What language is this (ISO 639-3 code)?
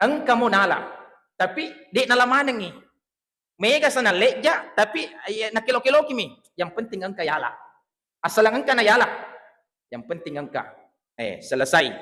bug